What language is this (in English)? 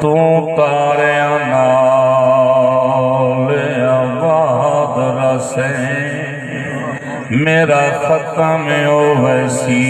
Saraiki